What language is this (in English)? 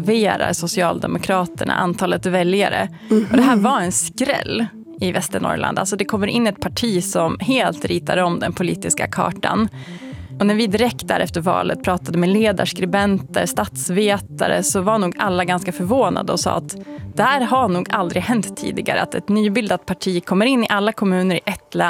Swedish